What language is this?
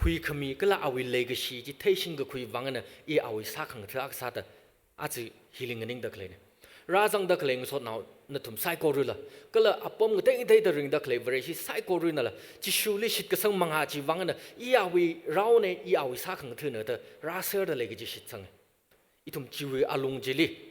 Tangkhul Naga (India)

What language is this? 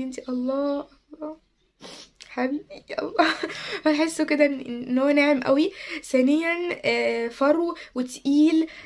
Egyptian Arabic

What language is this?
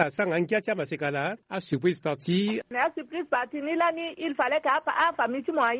Sango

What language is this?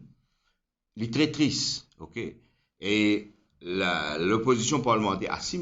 Morisyen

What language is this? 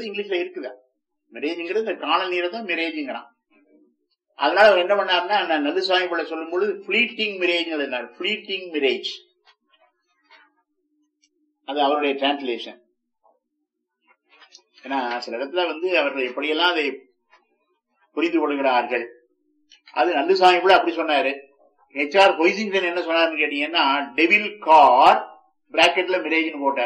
Tamil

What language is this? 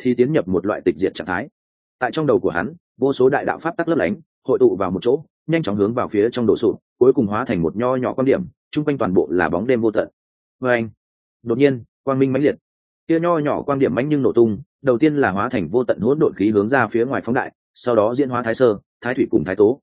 Vietnamese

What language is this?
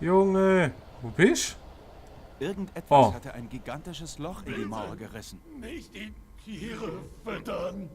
Swiss German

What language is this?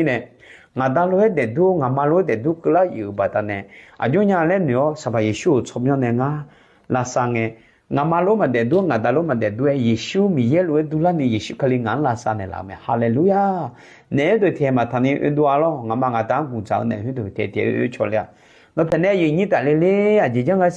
Akha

